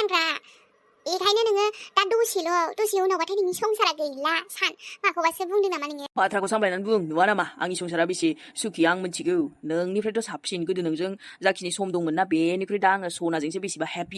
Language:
Bodo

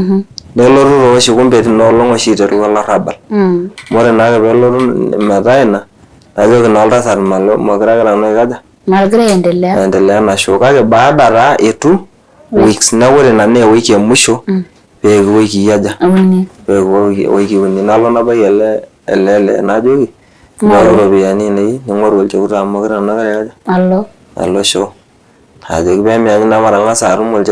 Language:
Masai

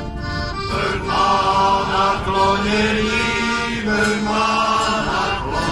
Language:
Slovak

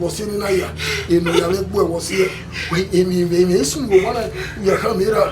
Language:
Bini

